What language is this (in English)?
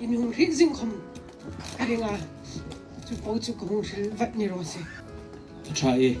Hmar